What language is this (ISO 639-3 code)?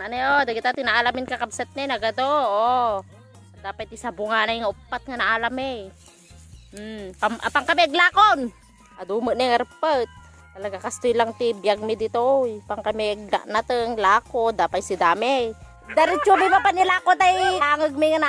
ilo